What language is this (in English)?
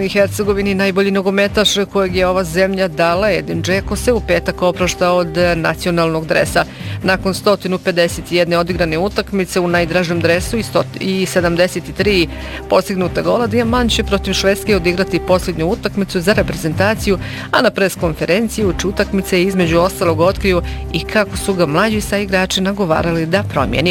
Bosnian